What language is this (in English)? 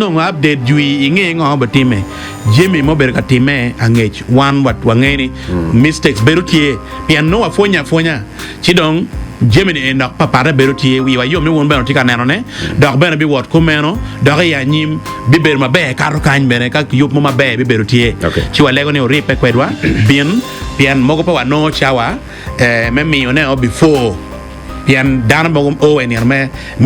Acoli